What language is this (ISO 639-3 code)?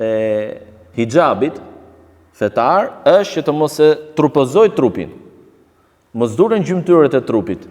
sqi